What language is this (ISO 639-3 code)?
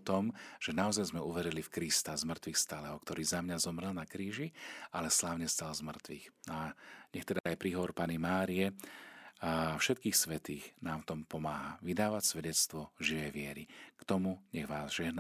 slk